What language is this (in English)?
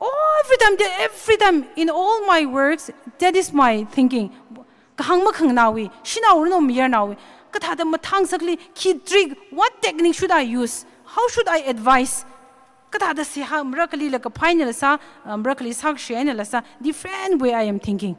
Tangkhul Naga (India)